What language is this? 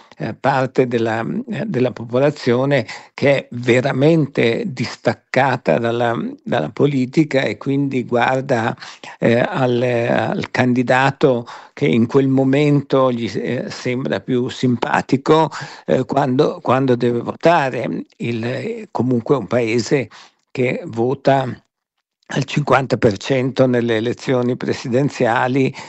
Italian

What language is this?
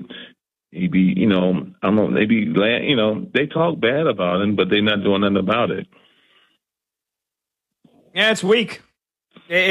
English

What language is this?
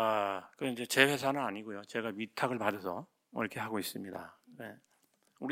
Korean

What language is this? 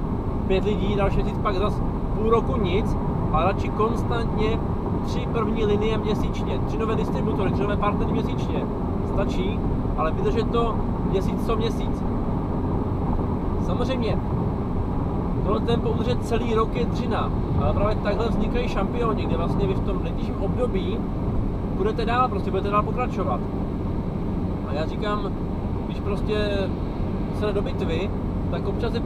Czech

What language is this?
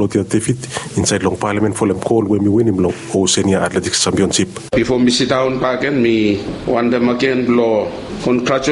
Bislama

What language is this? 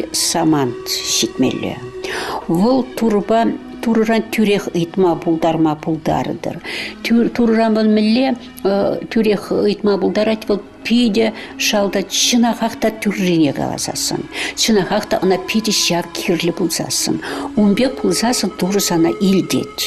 Chuvash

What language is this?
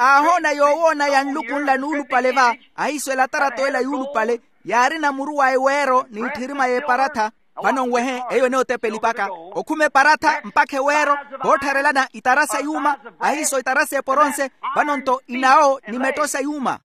Makhuwa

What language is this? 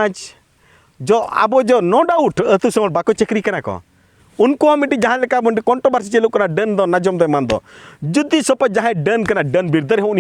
Santali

